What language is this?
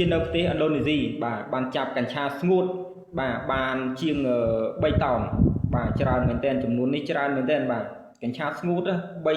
Khmer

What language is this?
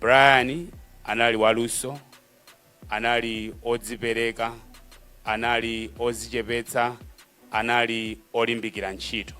Nyanja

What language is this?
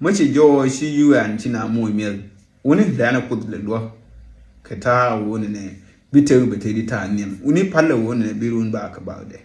Nuer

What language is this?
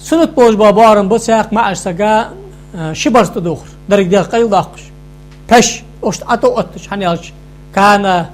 Ingush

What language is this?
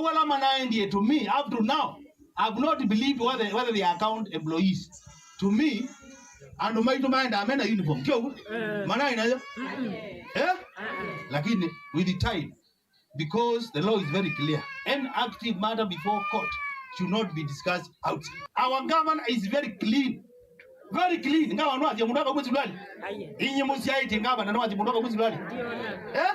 Kamba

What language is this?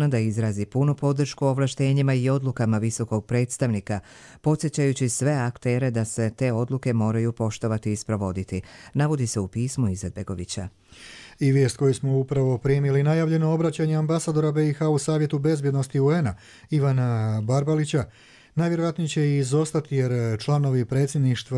Croatian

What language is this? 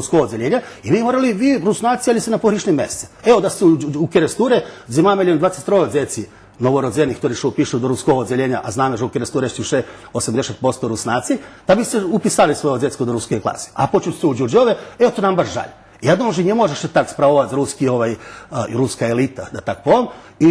Rusyn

